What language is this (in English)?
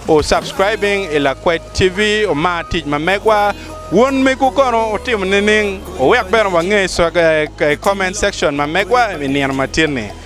Acoli